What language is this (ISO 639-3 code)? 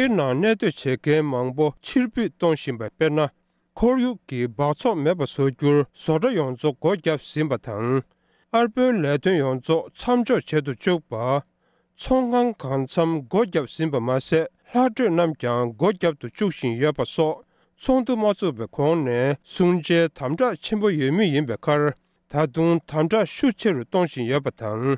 bod